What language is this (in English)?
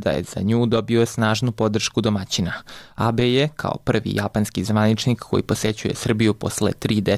Serbian